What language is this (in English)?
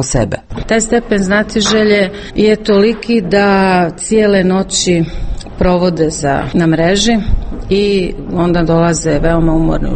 Croatian